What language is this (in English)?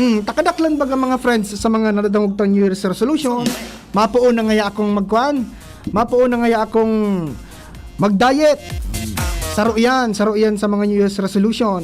Bikol